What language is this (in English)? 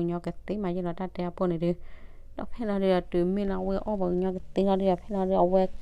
S'gaw Karen